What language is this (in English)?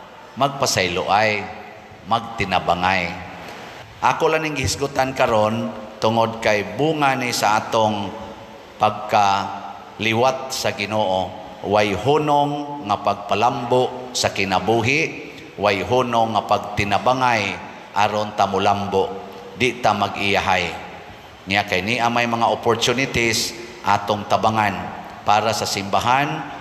Cebuano